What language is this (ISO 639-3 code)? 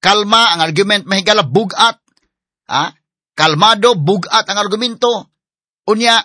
ceb